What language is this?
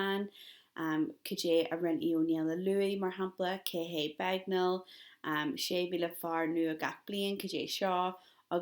Irish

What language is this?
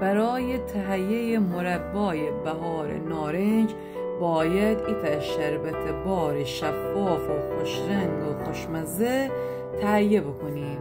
Gilaki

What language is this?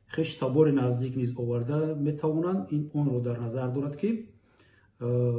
Tajik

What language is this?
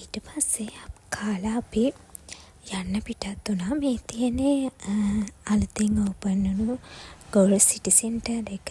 Sinhala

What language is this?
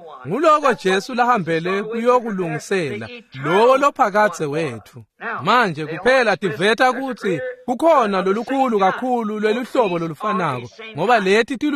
Swati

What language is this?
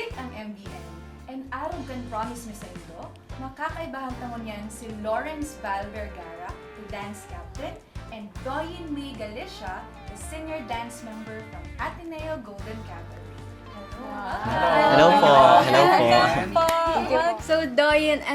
Bikol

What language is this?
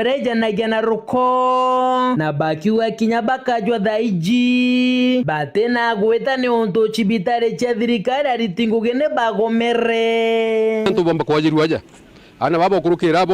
Meru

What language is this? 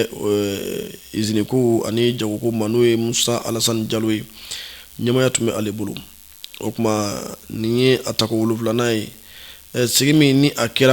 Bambara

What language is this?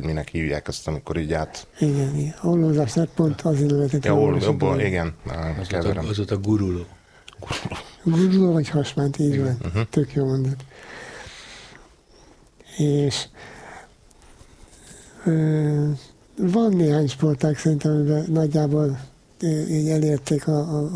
Hungarian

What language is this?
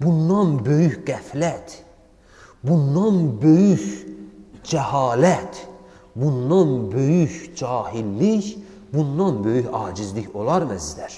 Azerbaijani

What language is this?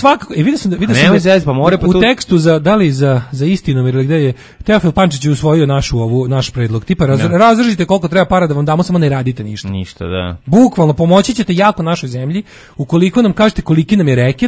Serbian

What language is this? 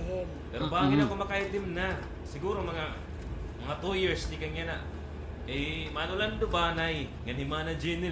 Waray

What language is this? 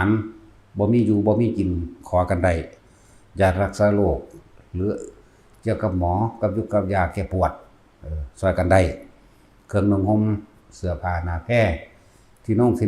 Northeastern Thai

